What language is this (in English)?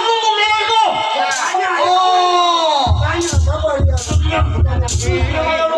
Betawi